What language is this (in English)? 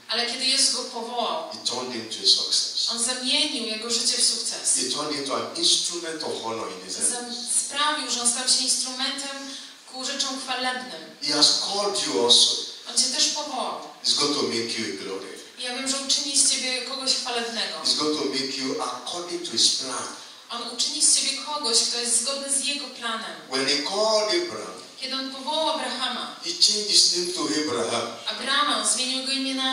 Polish